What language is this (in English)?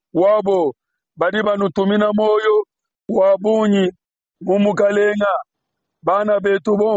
Luba-Lulua